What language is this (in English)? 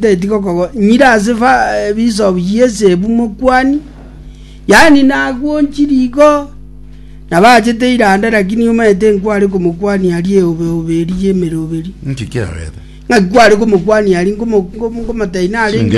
Gusii